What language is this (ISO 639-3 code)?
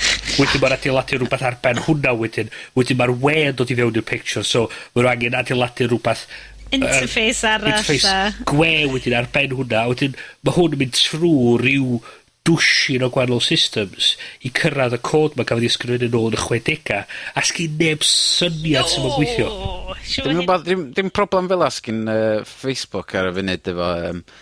cym